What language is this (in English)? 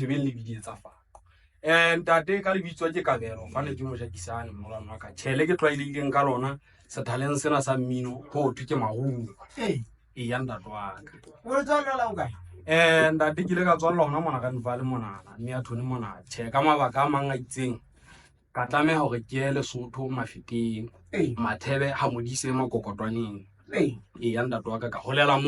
Southern Sotho